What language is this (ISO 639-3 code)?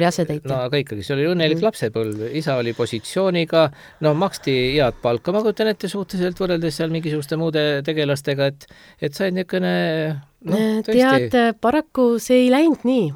est